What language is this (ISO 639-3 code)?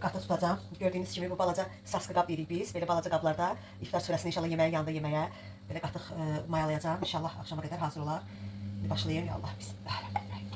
aze